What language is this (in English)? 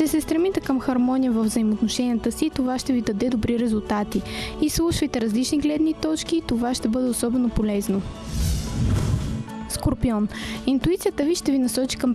Bulgarian